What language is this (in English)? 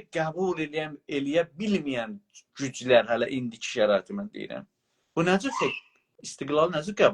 South Azerbaijani